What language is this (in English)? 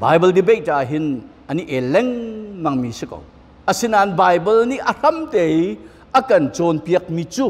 Hakha Chin